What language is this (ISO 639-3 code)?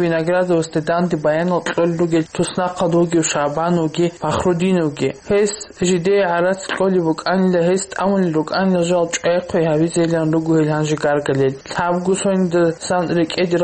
ava